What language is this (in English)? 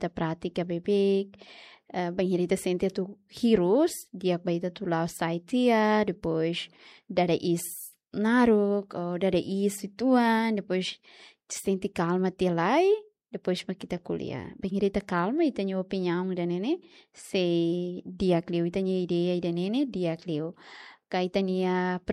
Tetum